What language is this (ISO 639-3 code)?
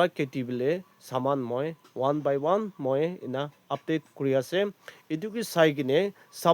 nag